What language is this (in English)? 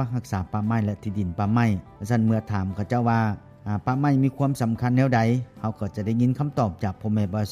Lao